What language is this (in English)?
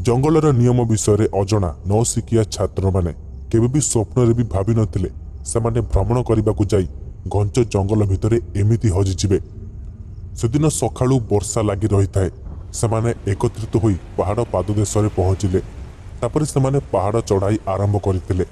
Odia